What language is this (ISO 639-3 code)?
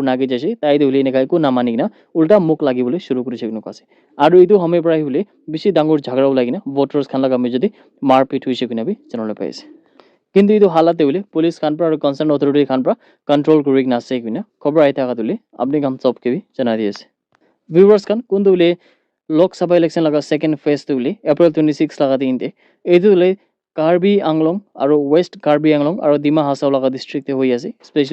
nag